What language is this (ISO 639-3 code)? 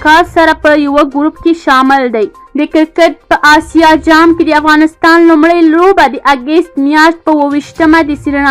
pus